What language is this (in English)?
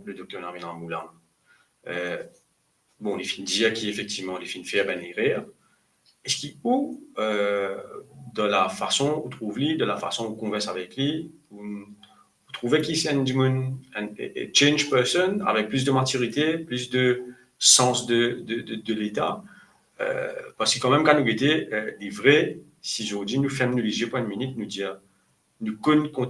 Morisyen